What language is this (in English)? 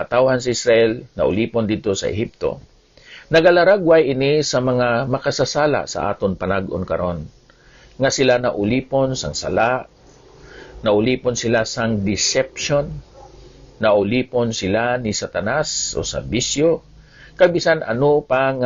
Hiligaynon